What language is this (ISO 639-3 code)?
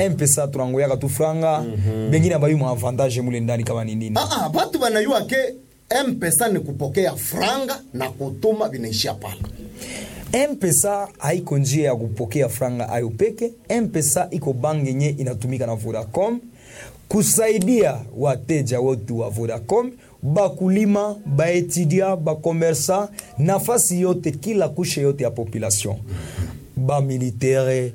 swa